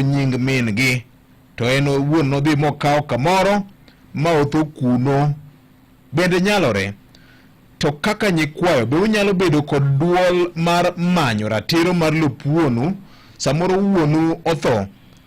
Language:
Luo (Kenya and Tanzania)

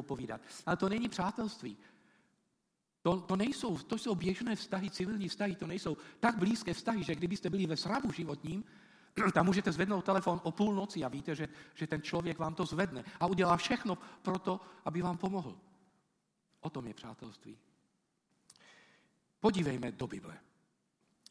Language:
Czech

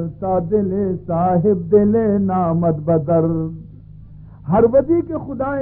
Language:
Baluchi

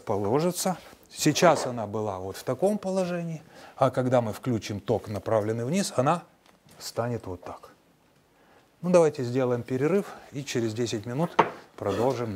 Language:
Russian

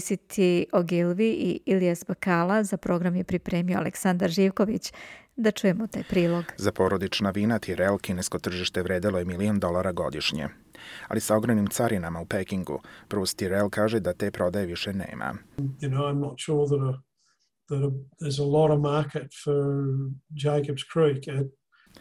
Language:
Croatian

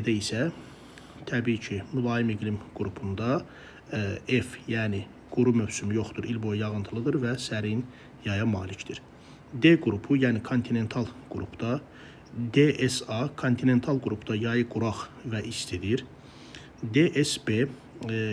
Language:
Azerbaijani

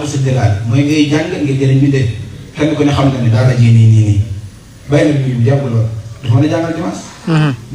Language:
Wolof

